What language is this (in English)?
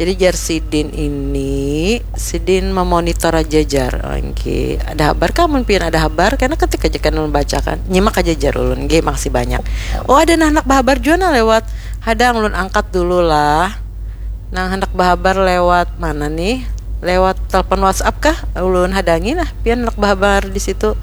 Banjar